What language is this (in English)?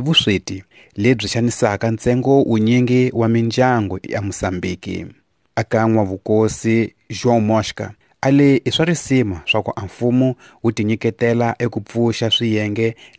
Tsonga